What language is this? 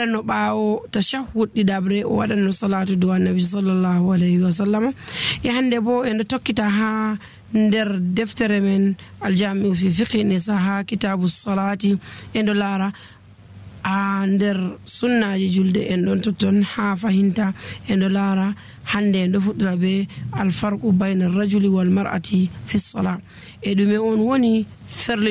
Nigerian Fulfulde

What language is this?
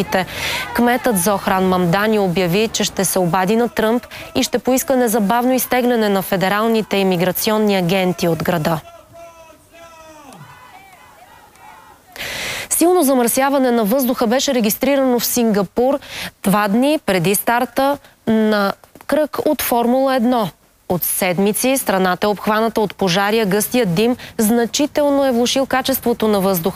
Bulgarian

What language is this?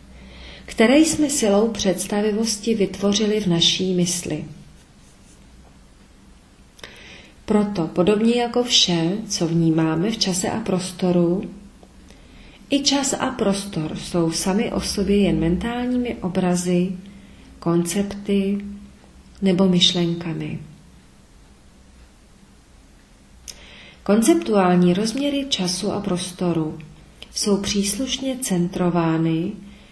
Czech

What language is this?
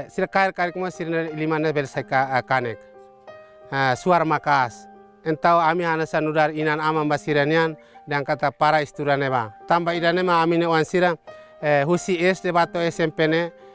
Tetum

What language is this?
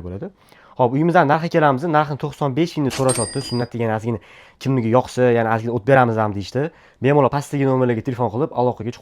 Uzbek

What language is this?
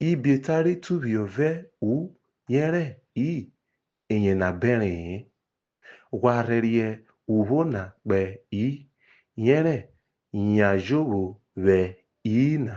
Urhobo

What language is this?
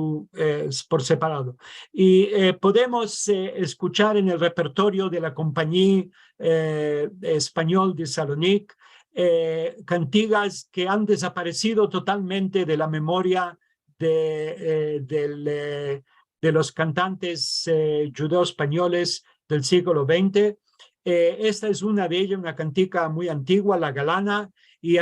Ladino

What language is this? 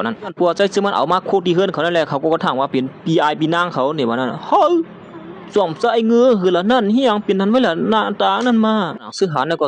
Shan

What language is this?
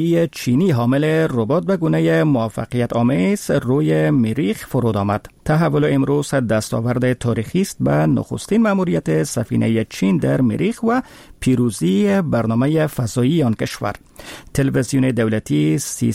Persian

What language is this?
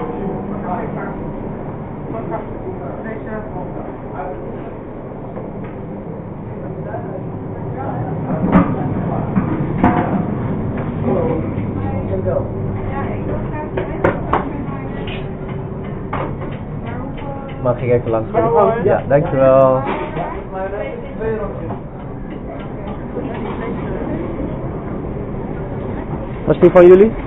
Dutch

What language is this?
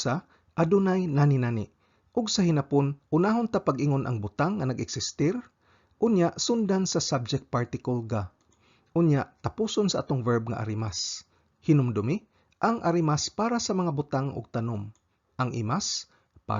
Cebuano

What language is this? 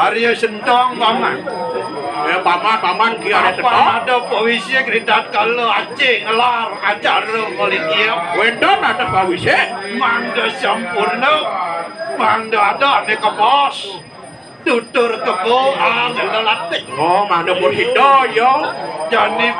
Balinese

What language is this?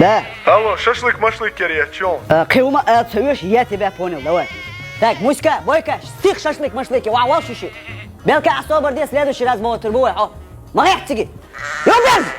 Chechen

